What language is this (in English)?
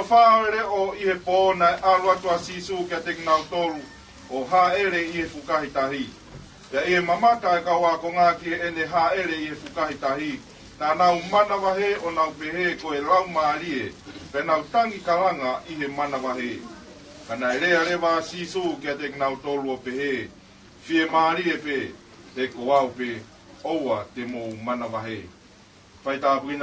Tongan